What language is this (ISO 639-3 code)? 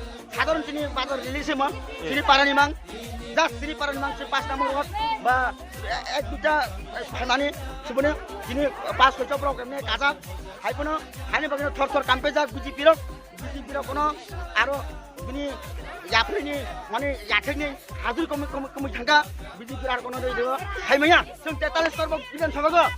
trp